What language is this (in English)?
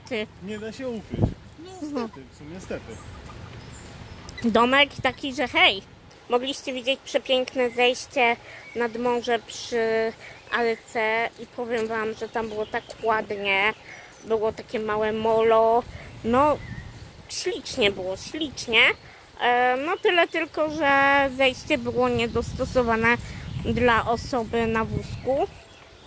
Polish